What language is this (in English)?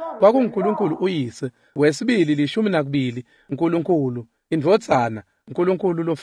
Swati